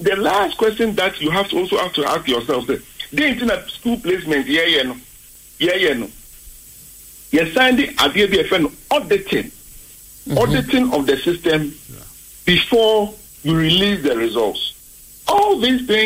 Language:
English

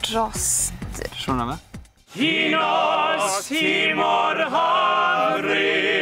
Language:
Welsh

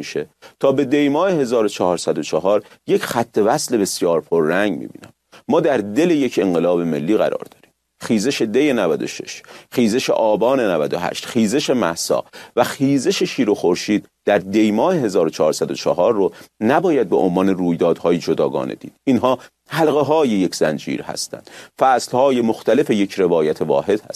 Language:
Persian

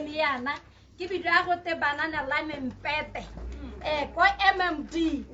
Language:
Tswana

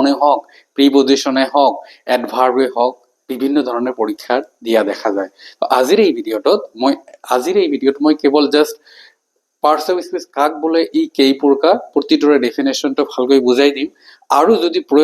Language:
Assamese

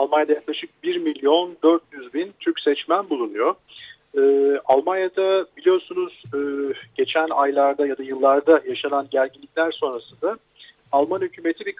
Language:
Turkish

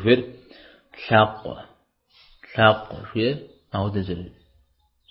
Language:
Kabardian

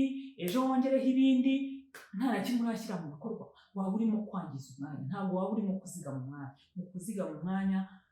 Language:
Kinyarwanda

